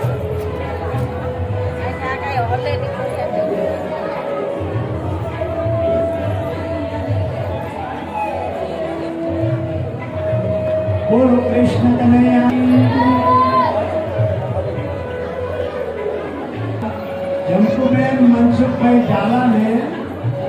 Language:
Gujarati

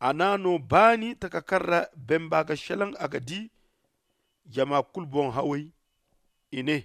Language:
Zarma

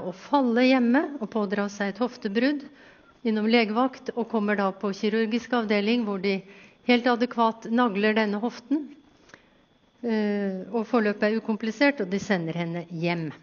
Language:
Norwegian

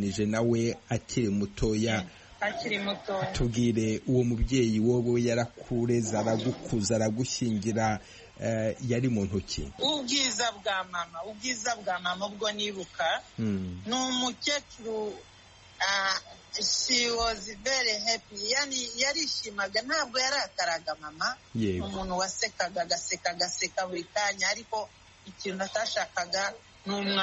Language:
Kinyarwanda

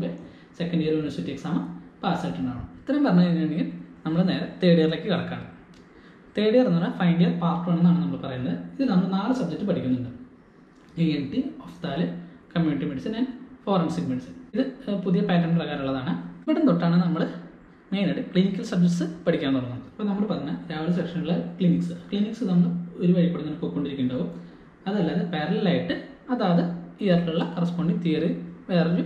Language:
Malayalam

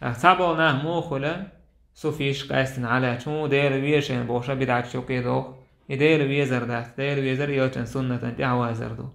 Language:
Chechen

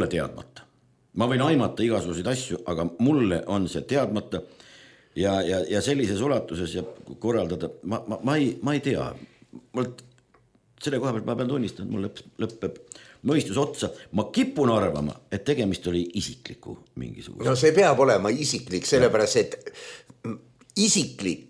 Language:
Estonian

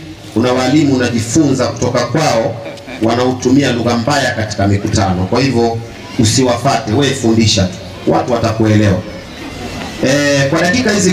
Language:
Swahili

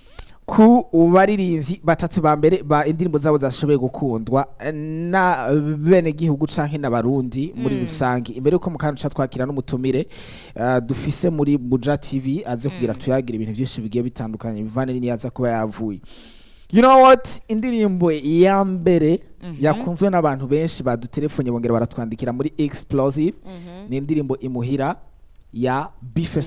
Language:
Rundi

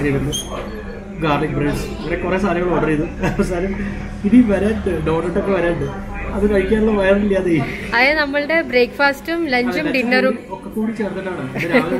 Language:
Malayalam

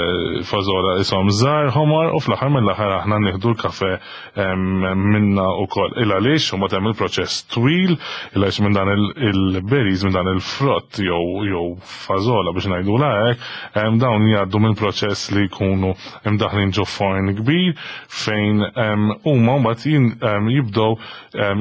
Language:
Maltese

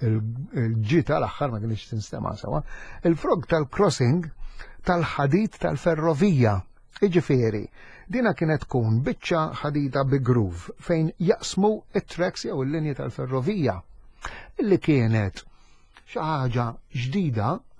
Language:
Maltese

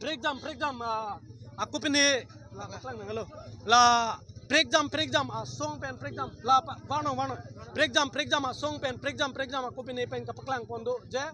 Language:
Karbi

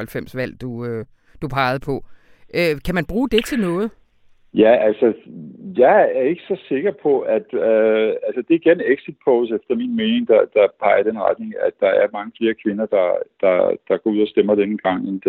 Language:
Danish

